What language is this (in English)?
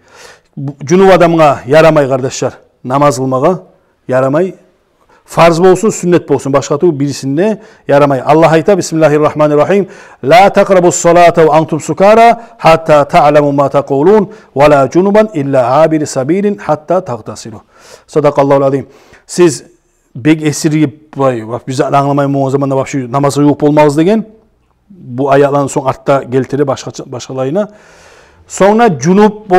Kumyk